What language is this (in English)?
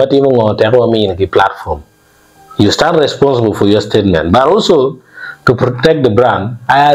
Acoli